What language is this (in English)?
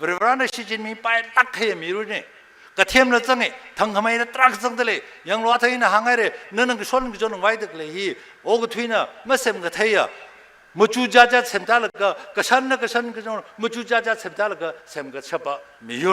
Tangkhul Naga (India)